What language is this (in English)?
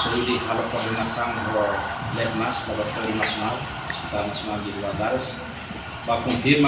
Tetum